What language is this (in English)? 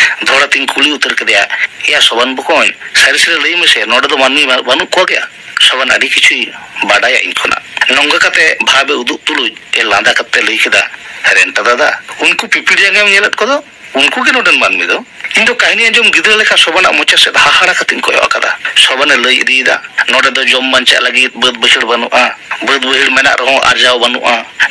Santali